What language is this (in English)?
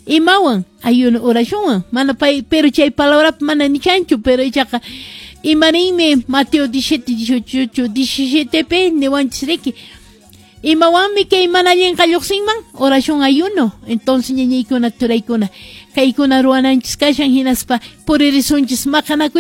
Quechua